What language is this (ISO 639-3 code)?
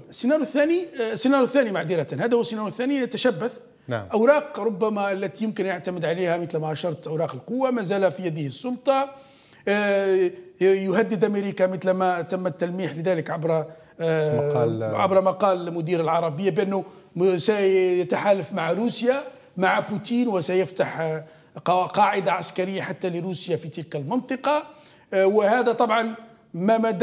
ara